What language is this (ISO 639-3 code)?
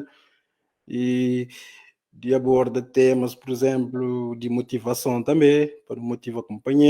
kea